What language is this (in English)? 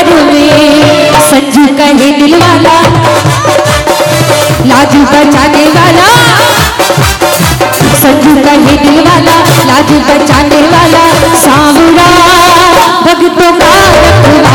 Hindi